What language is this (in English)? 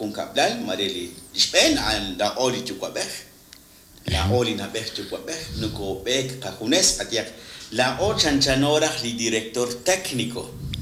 Kekchí